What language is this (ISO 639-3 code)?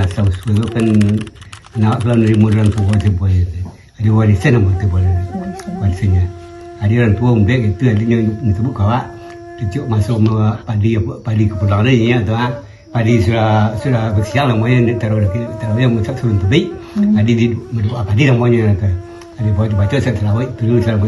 min